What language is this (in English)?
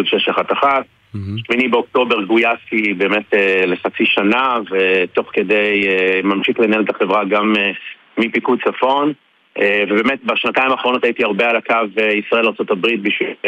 Hebrew